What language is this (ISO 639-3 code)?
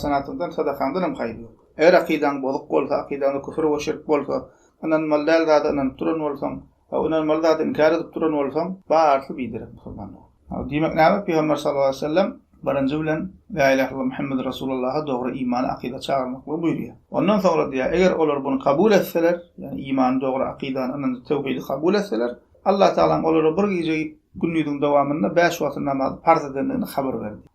tuk